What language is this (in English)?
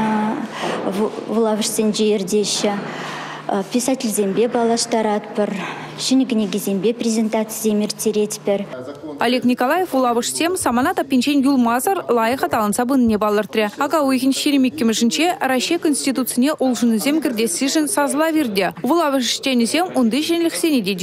Chuvash